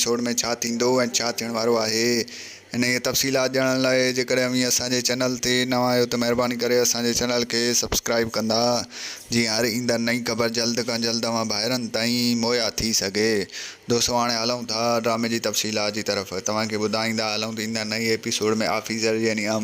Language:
Sindhi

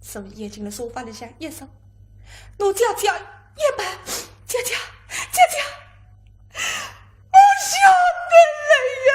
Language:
Wu Chinese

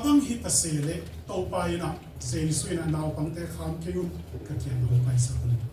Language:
Tedim Chin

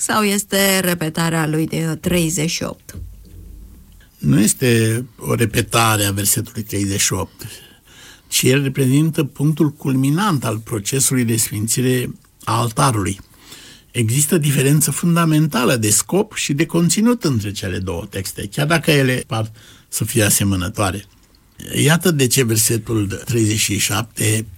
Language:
Romanian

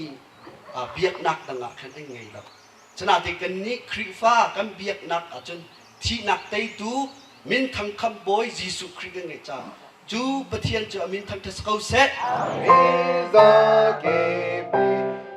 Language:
Hakha Chin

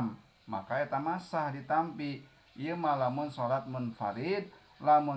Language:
Sundanese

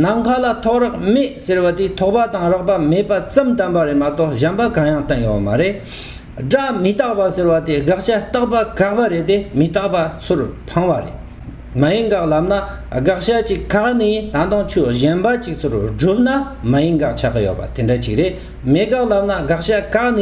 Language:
Tibetan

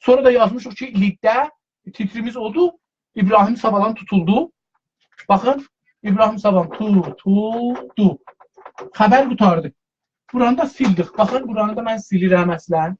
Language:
South Azerbaijani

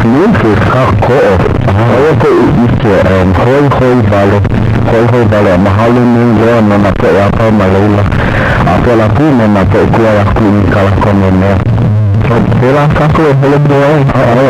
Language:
Hawaiian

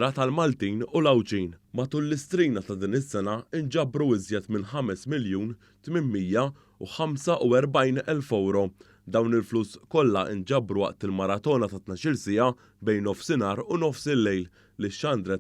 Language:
Maltese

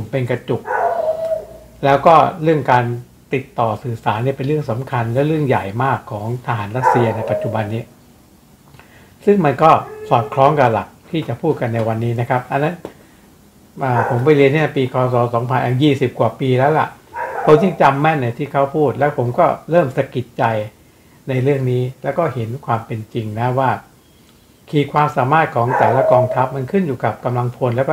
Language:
Thai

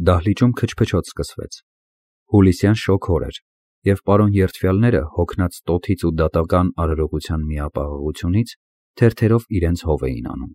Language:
Armenian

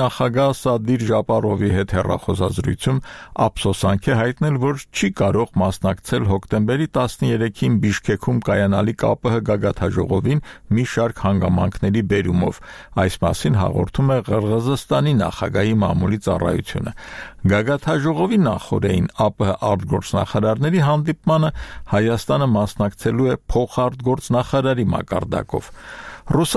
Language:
Armenian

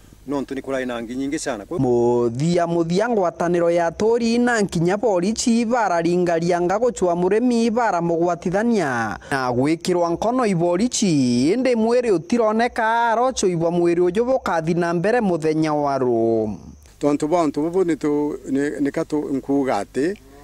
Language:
Meru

